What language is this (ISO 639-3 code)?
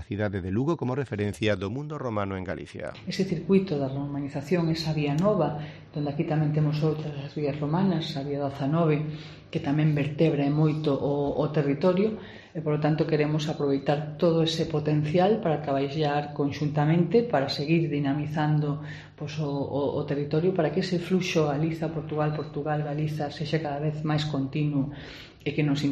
glg